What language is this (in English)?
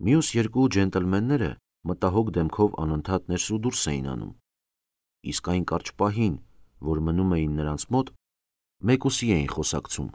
Armenian